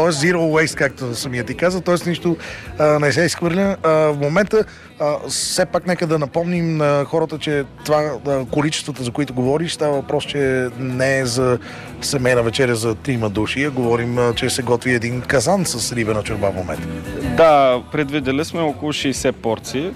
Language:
Bulgarian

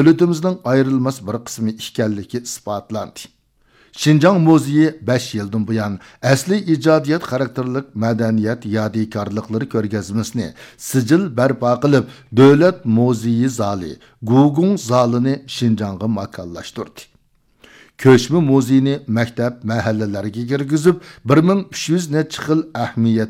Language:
Uyghur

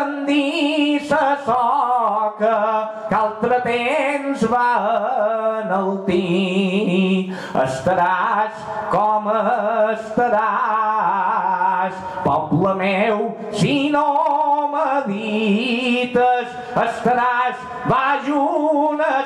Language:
Catalan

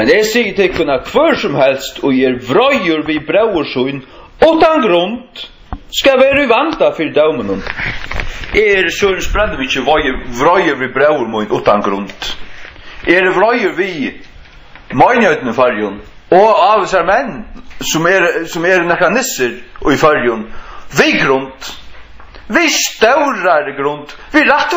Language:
Faroese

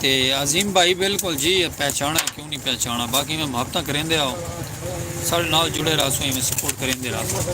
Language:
Saraiki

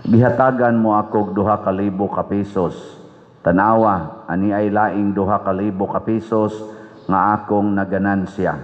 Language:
Cebuano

